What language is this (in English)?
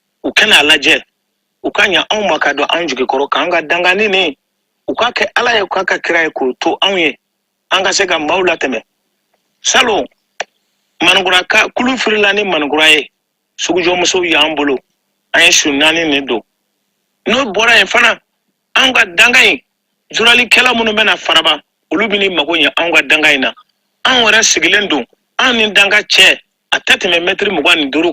Bambara